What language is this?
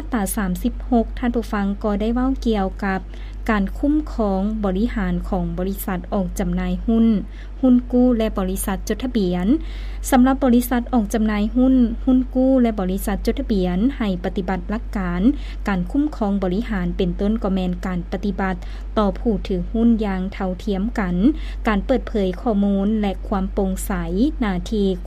Lao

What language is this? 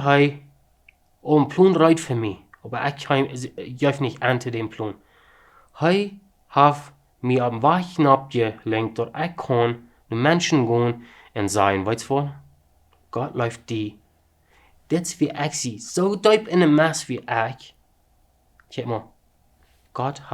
Plautdietsch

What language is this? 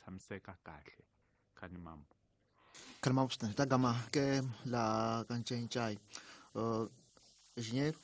Tsonga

